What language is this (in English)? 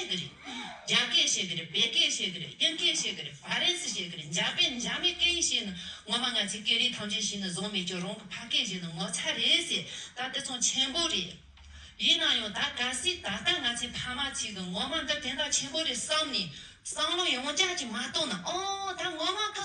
Tibetan